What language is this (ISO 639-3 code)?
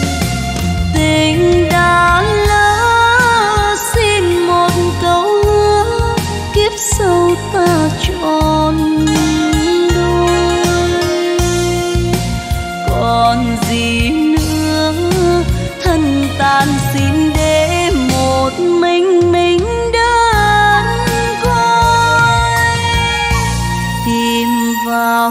vie